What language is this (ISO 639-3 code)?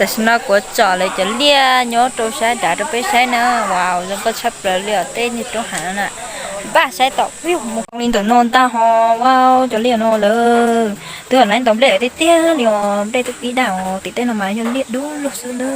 hmn